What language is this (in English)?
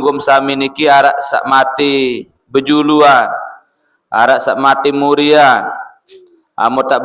Sasak